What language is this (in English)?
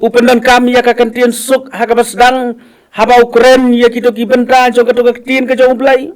Khasi